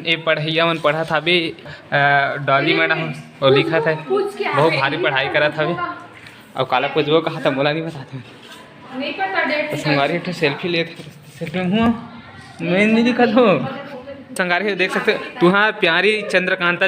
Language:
Chhattisgarhi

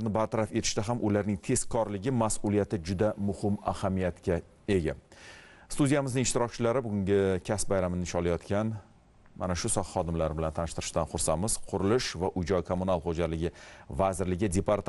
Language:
Uzbek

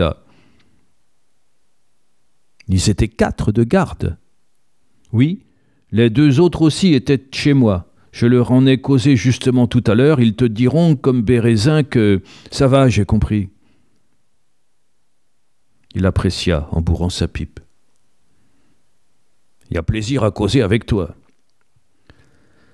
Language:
French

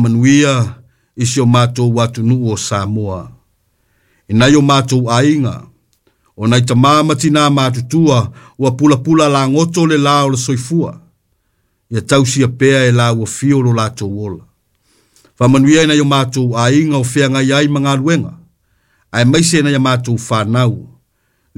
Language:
Samoan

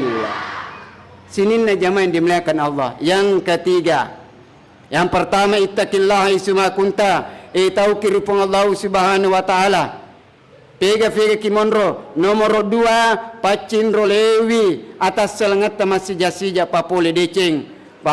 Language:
Buginese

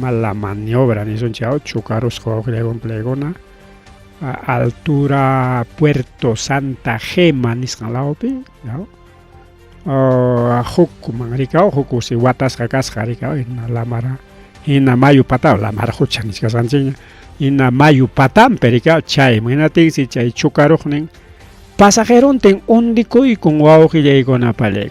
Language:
Ayacucho Quechua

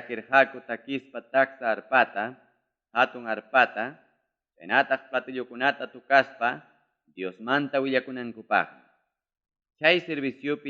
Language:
Ayacucho Quechua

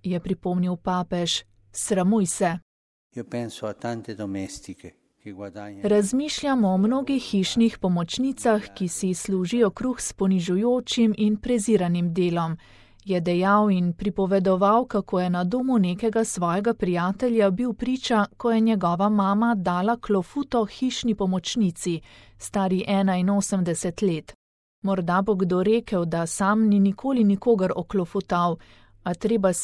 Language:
Slovenian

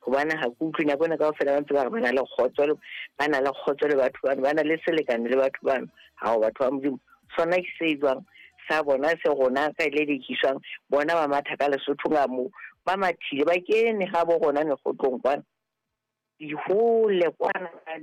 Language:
Southern Sotho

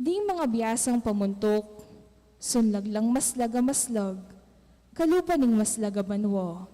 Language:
Pampanga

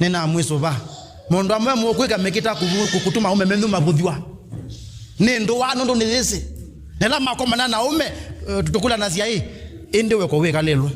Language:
Kamba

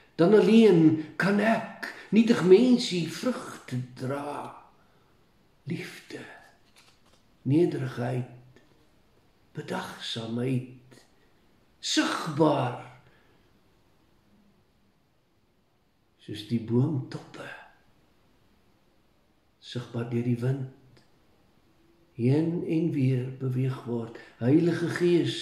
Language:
Afrikaans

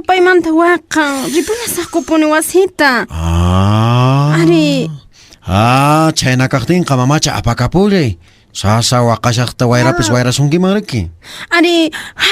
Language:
Quechua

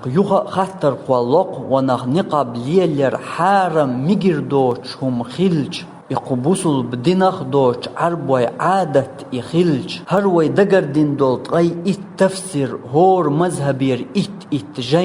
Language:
Chechen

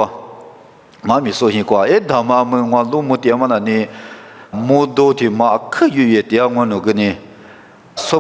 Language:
Lisu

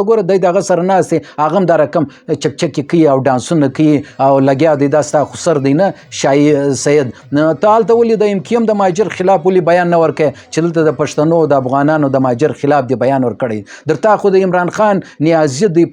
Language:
Pashto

